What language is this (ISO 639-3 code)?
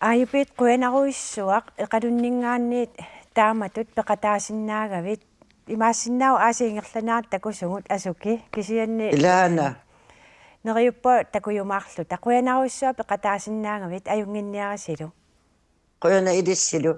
kal